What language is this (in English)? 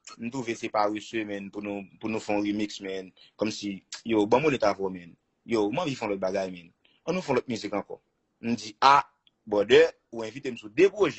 Haitian Creole